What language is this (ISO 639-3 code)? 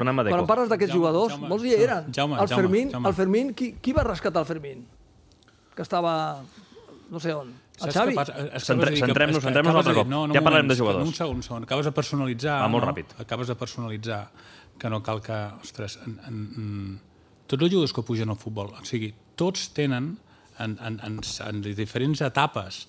cat